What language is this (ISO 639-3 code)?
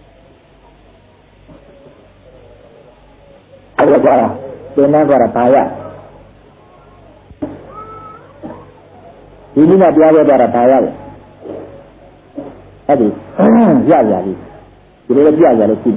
mya